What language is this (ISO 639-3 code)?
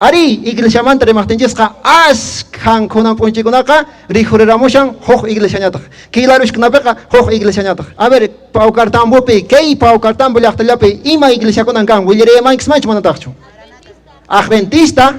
que